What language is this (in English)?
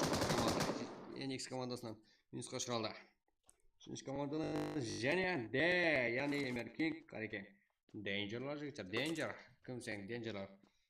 Kara-Kalpak